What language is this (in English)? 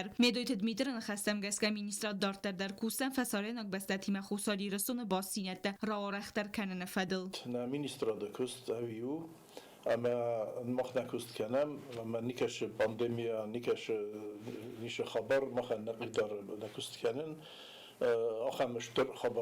Ossetic